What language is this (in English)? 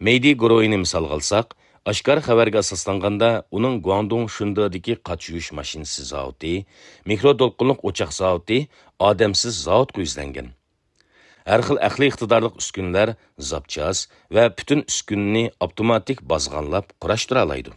Uyghur